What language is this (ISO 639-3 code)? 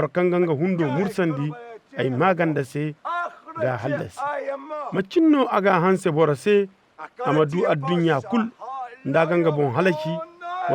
dje